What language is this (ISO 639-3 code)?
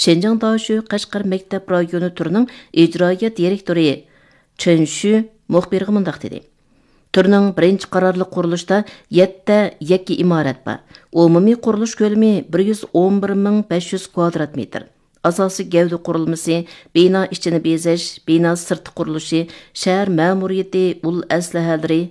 uig